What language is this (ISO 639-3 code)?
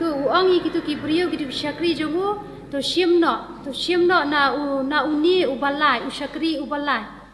kha